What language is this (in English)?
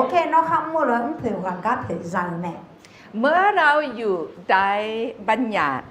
Akha